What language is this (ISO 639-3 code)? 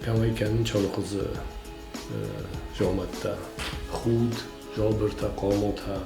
oss